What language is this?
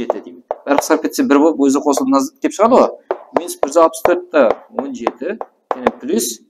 Kara-Kalpak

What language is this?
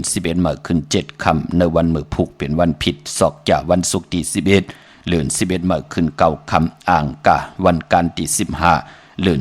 Shan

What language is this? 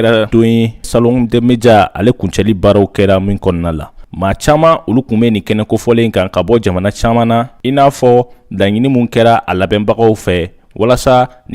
Bambara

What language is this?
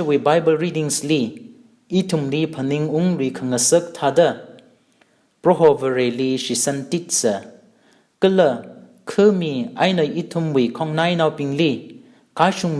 Tangkhul Naga (India)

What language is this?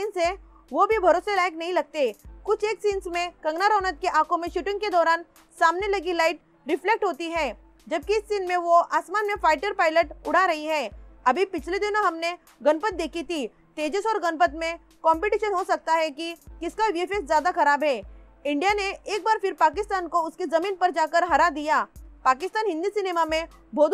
Hindi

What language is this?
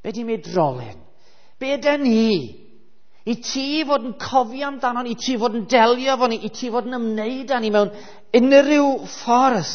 Welsh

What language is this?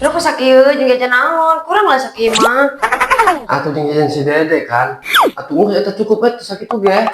Sundanese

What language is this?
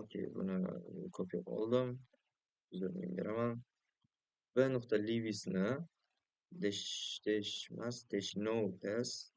Uzbek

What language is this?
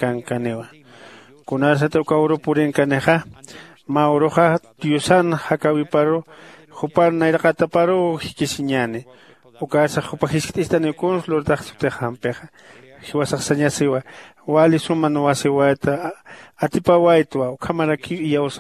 Aymara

